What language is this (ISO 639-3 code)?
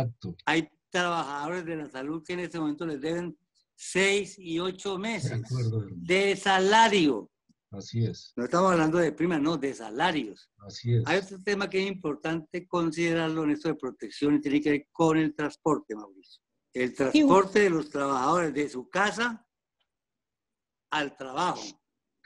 spa